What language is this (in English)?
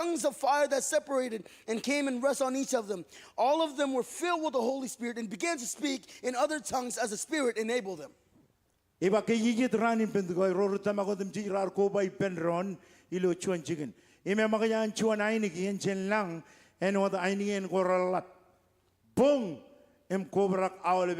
Marshallese